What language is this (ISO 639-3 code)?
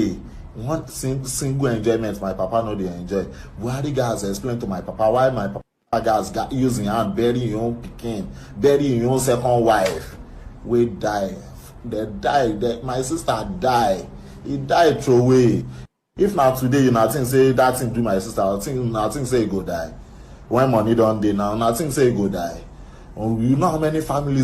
pcm